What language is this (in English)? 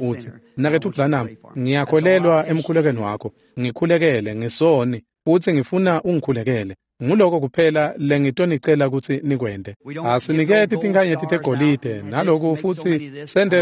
Swati